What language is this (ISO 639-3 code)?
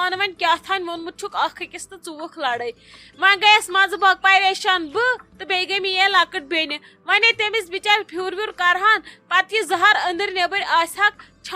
kas